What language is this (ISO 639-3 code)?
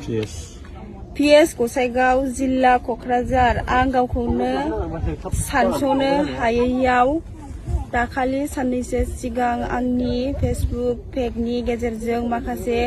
brx